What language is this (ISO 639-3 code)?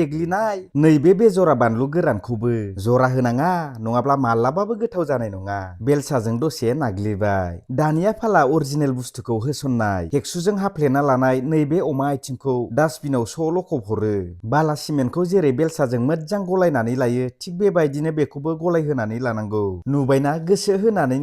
brx